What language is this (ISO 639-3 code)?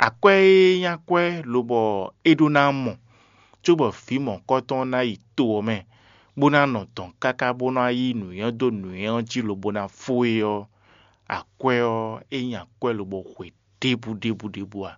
fon